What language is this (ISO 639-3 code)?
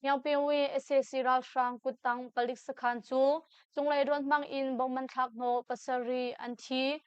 cnh